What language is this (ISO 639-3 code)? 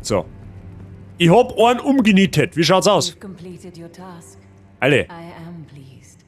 bar